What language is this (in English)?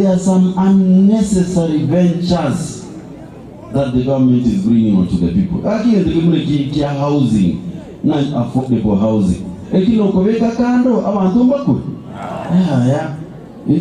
Gusii